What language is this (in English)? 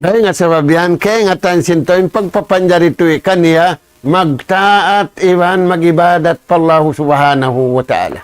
Tausug